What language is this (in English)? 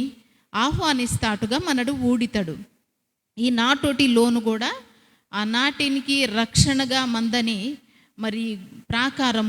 Koya